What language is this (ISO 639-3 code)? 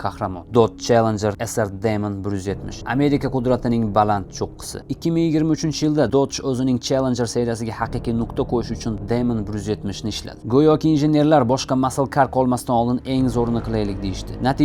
uzb